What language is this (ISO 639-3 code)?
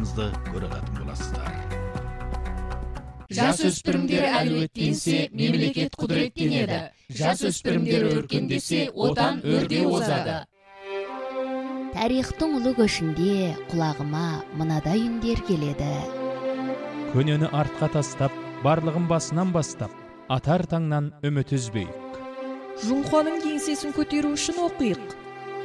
kaz